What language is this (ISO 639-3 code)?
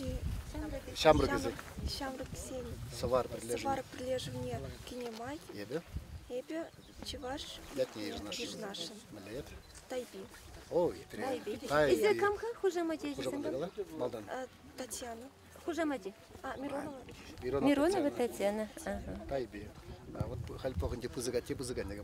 chv